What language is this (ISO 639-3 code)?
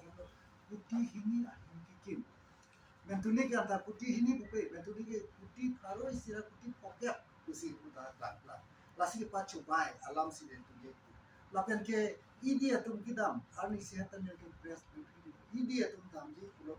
mjw